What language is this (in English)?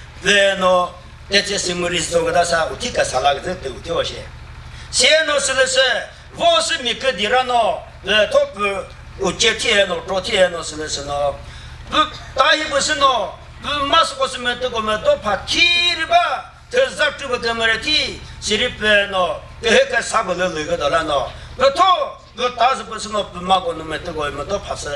Chokri Naga